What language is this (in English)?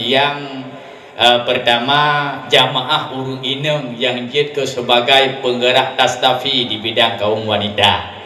Achinese